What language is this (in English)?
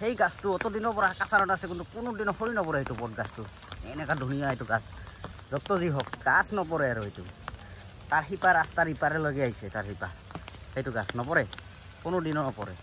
Assamese